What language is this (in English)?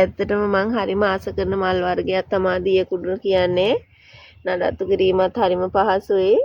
Sinhala